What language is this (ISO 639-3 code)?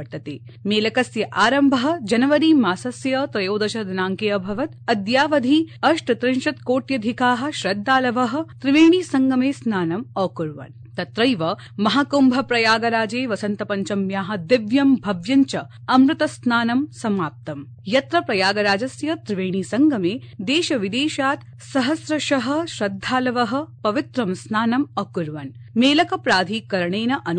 san